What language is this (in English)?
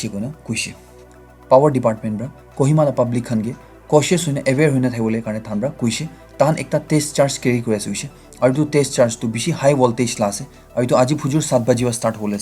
Naga Pidgin